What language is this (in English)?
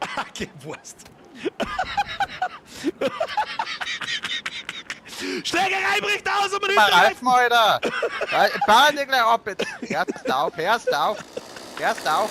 Bavarian